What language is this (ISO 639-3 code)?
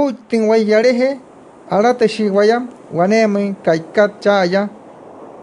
guc